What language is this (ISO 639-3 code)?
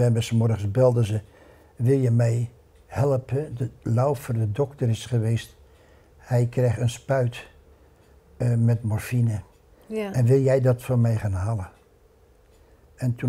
nld